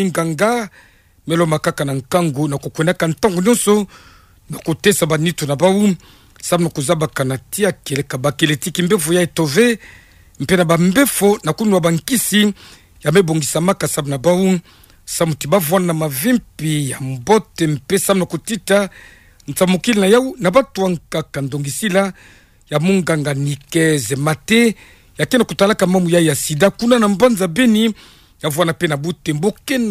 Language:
Kituba (Democratic Republic of Congo)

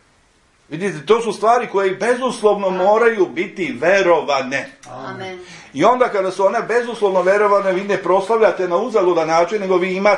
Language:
Serbian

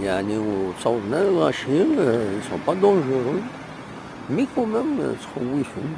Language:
Kabyle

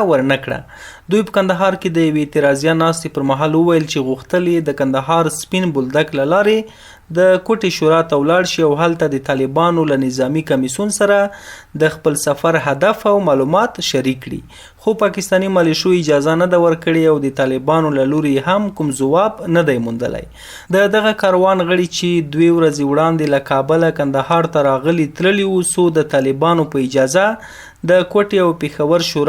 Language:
Pashto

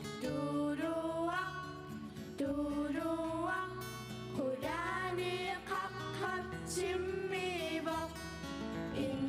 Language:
Kalaallisut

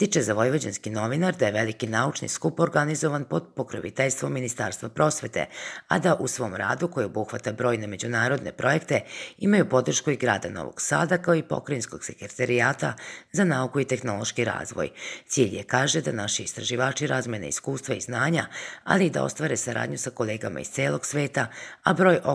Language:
Serbian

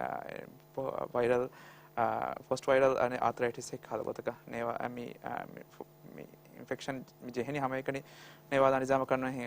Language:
Divehi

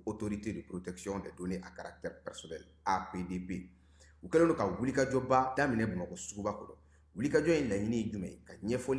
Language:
Bambara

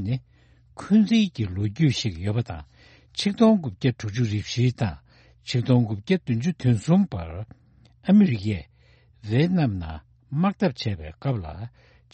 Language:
Tibetan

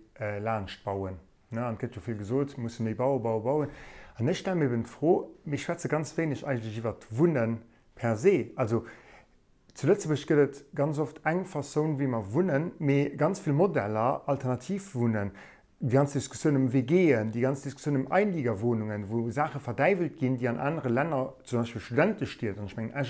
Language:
Luxembourgish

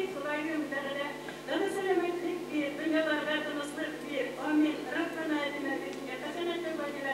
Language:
Bashkir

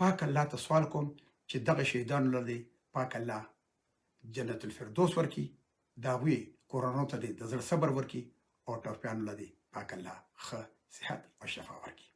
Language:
Pashto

